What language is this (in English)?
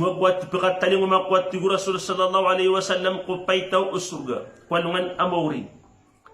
Maranao